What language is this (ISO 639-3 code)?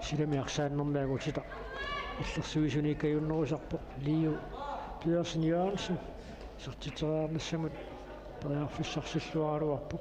kal